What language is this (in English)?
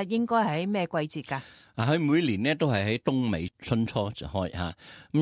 Cantonese